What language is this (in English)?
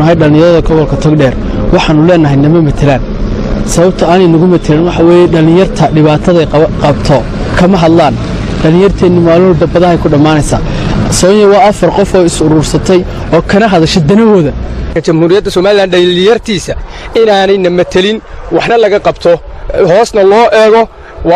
Somali